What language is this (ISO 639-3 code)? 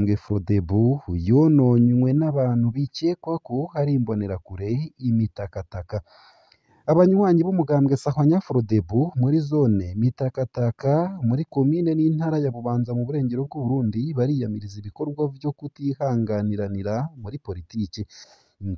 run